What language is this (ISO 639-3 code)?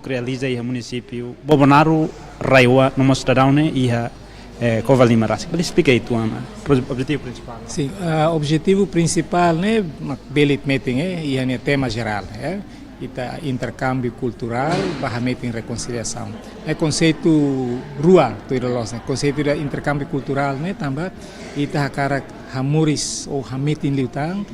tet